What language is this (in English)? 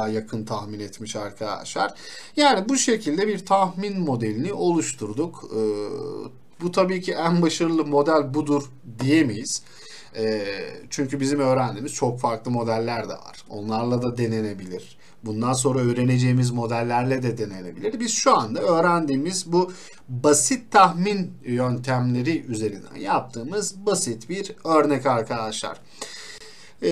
Turkish